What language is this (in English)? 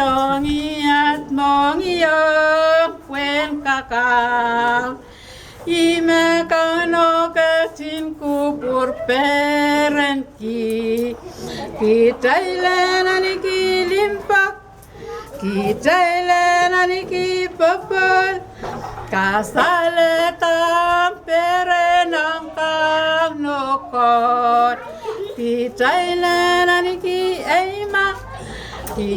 Pohnpeian